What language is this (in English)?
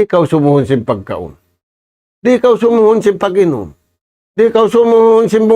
Tausug